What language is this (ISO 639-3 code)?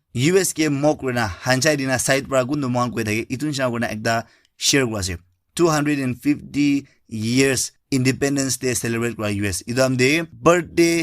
nag